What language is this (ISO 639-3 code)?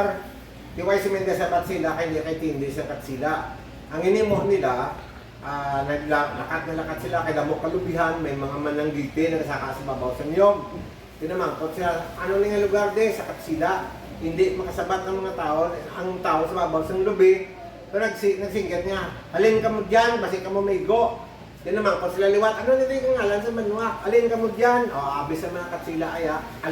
hil